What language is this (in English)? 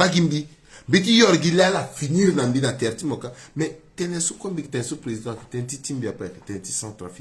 Sango